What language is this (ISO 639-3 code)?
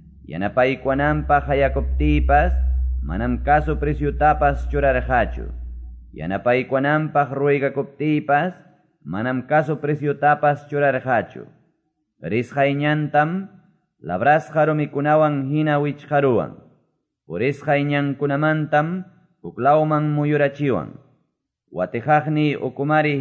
que